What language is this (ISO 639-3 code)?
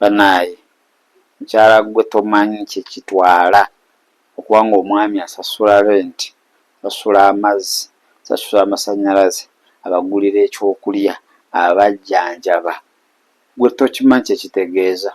lug